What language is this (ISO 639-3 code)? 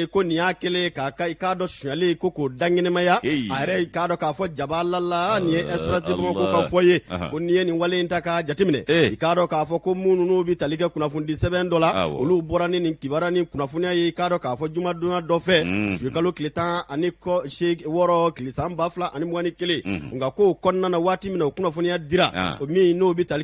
bam